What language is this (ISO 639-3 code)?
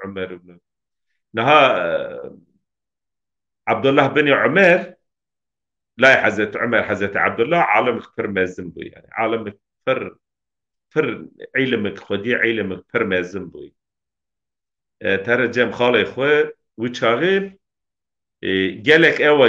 kur